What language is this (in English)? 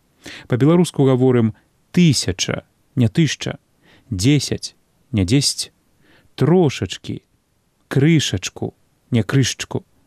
Belarusian